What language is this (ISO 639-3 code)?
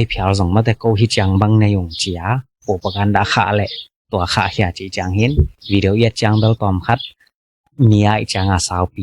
ctd